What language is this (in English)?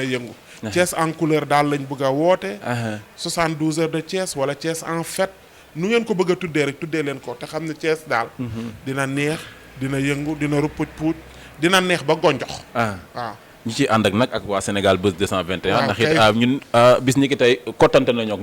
Wolof